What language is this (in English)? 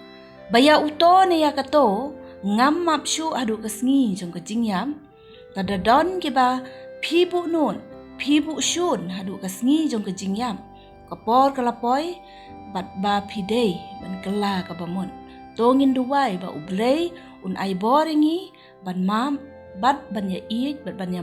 Khasi